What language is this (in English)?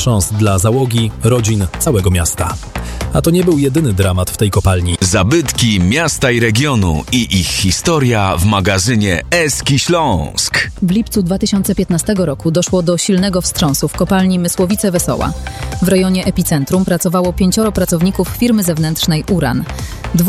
Polish